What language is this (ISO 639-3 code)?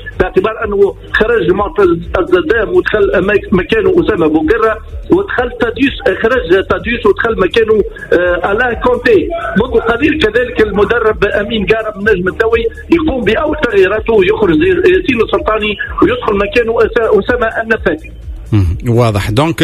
aeb